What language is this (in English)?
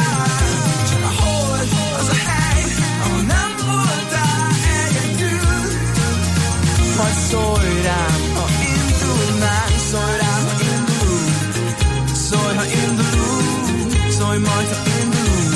Hungarian